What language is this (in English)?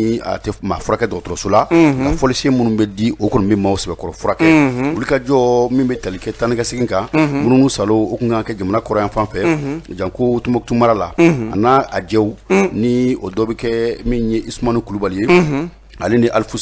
Bambara